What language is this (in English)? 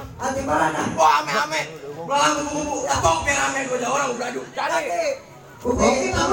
Betawi